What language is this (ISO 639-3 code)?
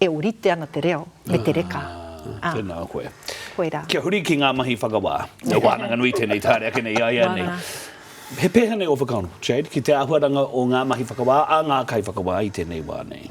mri